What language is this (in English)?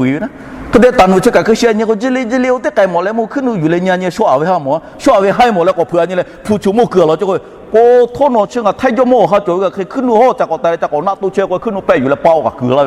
Lahu